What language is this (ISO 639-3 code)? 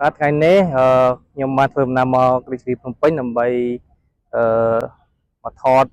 khm